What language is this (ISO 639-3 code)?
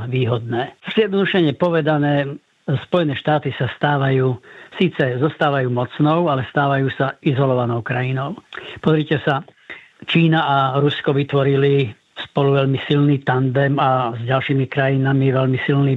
slk